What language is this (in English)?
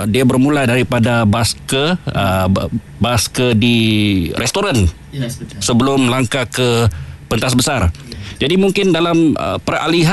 Malay